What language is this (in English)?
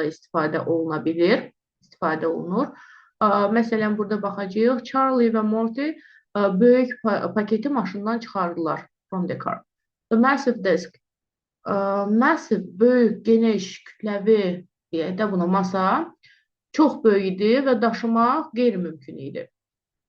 Azerbaijani